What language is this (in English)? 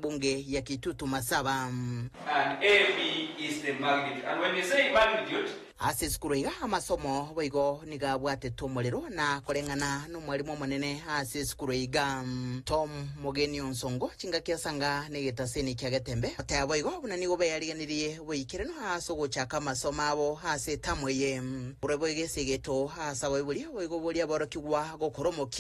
Gusii